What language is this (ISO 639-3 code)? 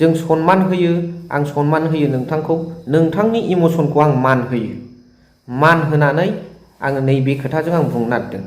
brx